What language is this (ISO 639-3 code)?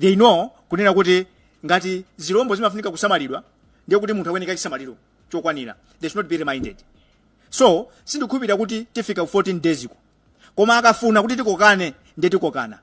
nya